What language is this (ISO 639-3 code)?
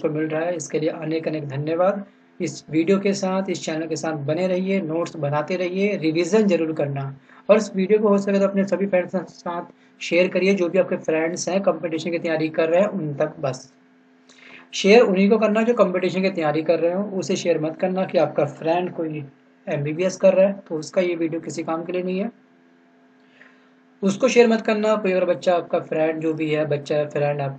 hin